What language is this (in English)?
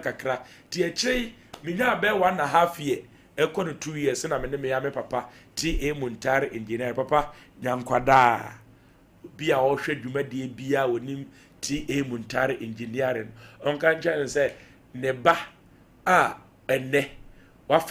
Akan